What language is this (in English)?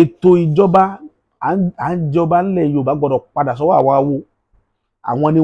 Yoruba